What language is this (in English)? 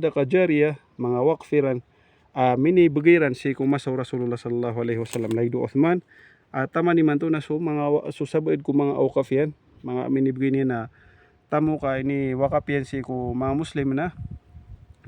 Maranao